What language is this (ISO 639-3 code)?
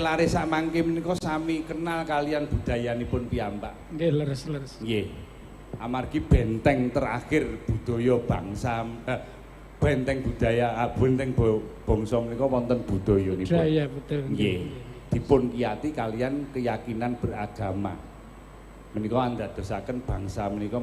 jav